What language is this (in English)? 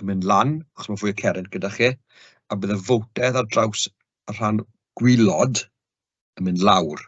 Welsh